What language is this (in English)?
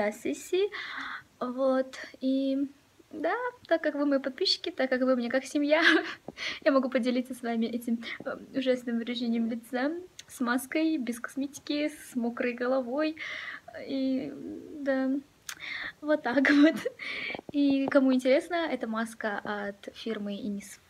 Russian